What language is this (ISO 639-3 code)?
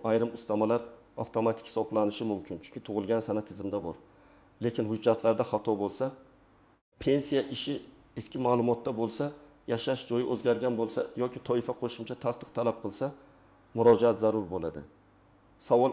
uzb